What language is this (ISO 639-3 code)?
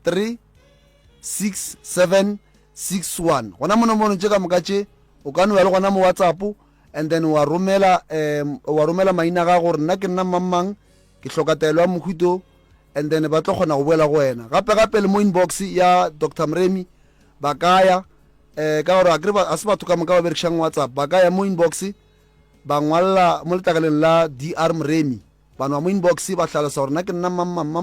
nso